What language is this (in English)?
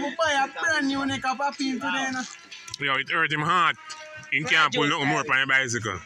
Jamaican Creole English